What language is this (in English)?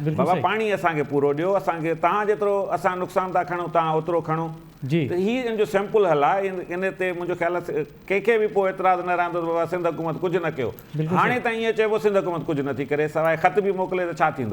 Sindhi